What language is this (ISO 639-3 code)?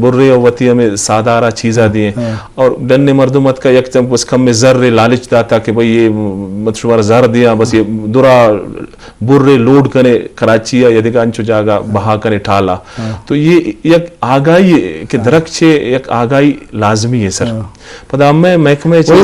bgp